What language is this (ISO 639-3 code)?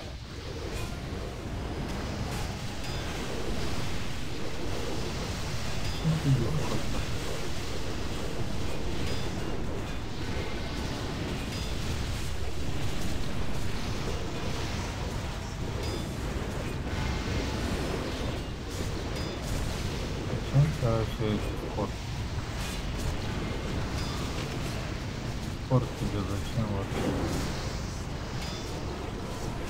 rus